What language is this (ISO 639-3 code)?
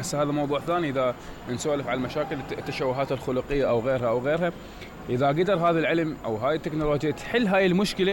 acm